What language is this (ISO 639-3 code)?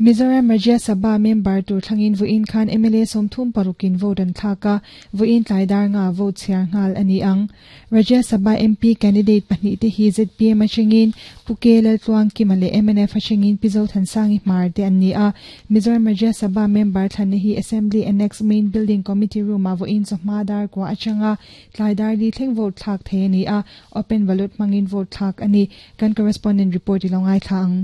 lus